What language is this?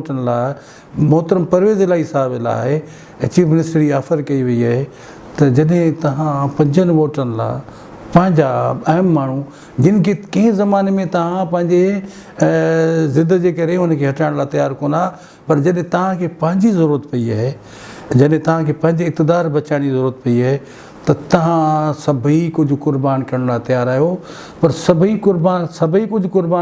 Sindhi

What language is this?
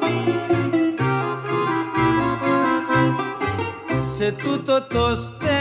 Greek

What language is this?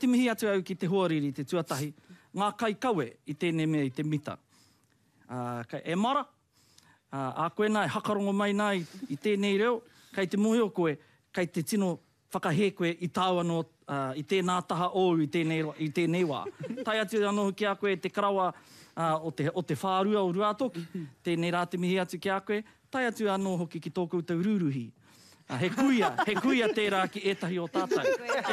Māori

